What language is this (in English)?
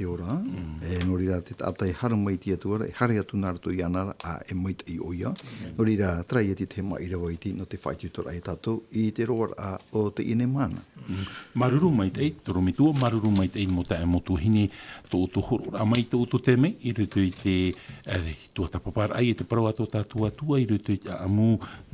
Tahitian